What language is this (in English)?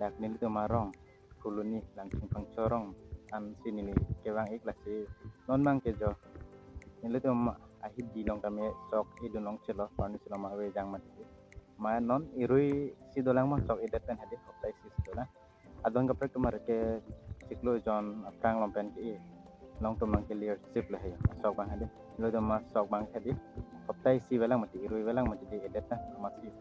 Karbi